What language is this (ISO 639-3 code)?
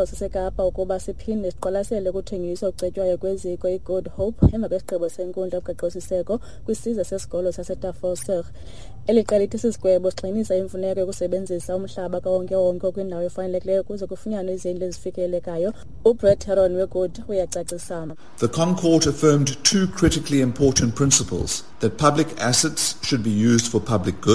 xho